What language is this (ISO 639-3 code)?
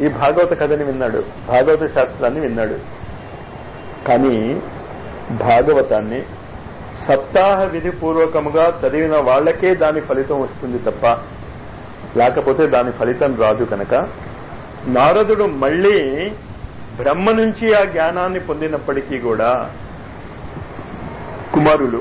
tel